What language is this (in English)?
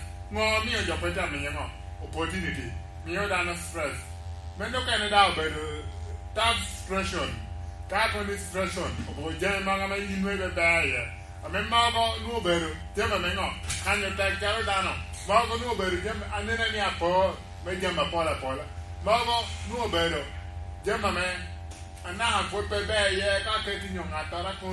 Lango (Uganda)